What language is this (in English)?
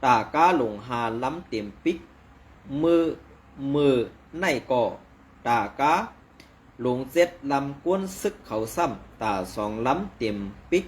Shan